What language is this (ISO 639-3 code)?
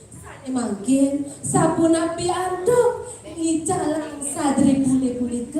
ban